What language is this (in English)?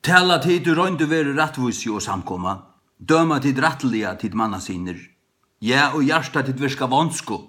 Faroese